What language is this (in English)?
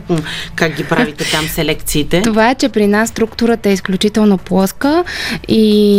Bulgarian